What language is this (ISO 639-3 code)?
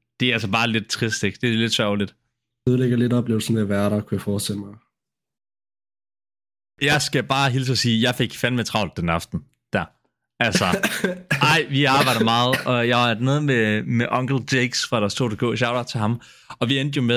dan